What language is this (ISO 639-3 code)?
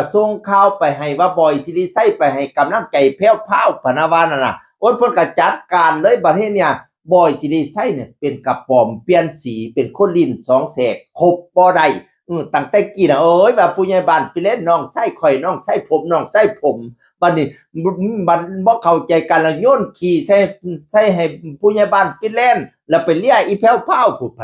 tts